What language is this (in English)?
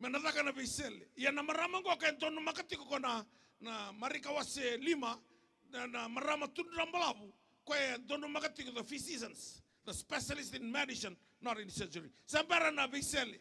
Fijian